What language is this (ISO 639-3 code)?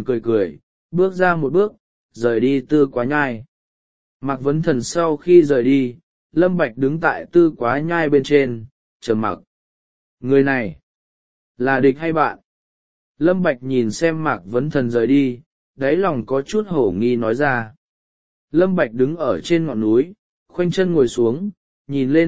vie